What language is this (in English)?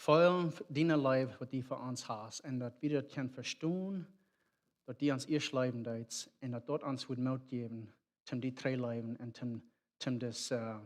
Plautdietsch